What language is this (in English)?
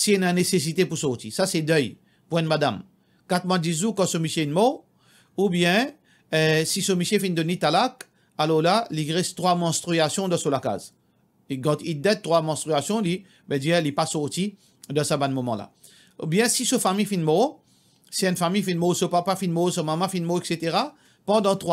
Morisyen